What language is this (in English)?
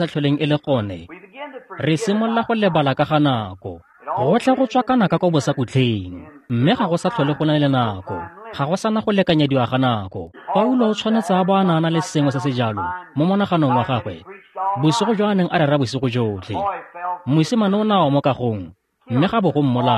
Tswana